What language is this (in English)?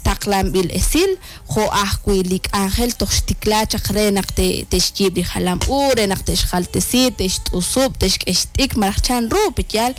Kekchí